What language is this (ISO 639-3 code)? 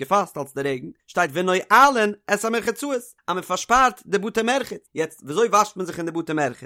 yid